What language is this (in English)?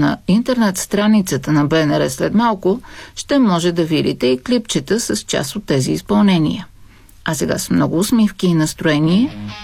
Bulgarian